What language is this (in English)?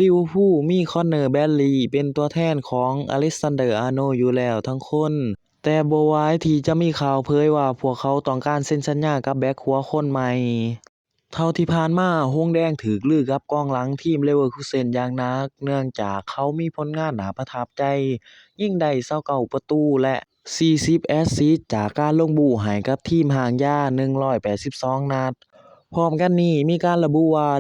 Lao